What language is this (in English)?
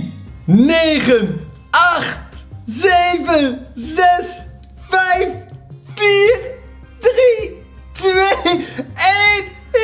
Dutch